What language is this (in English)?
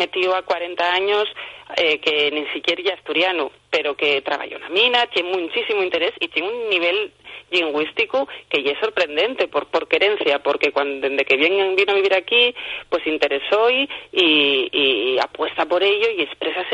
Asturian